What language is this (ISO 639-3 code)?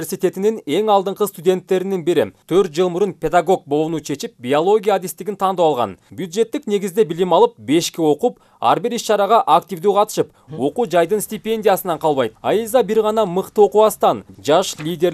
kir